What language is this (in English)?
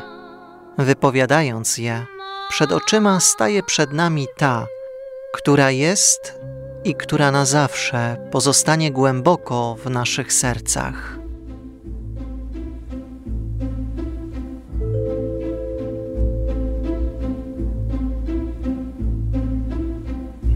Polish